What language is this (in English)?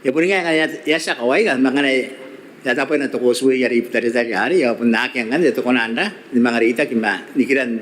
Gilbertese